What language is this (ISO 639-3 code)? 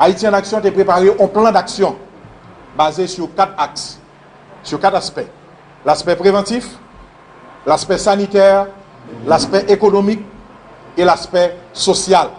hat